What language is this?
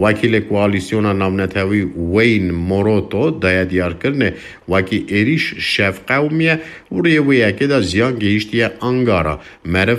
Kurdish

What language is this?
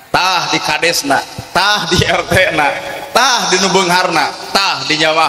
Sundanese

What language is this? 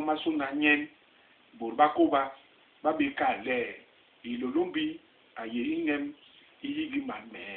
Basaa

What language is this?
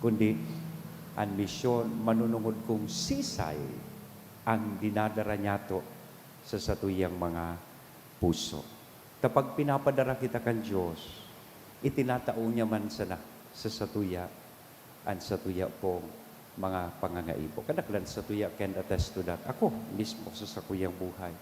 Bikol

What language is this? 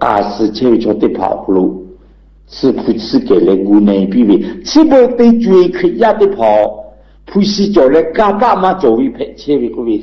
Lahu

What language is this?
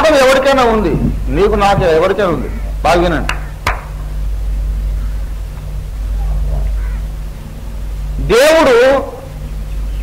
Telugu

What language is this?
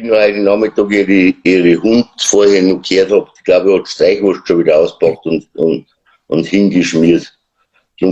Bavarian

